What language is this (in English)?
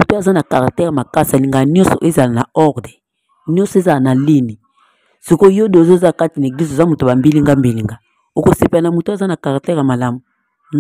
Lingala